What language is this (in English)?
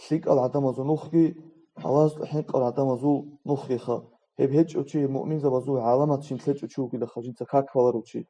Avaric